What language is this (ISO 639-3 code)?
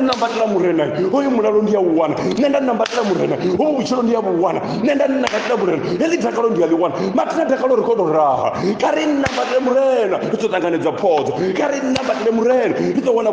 ven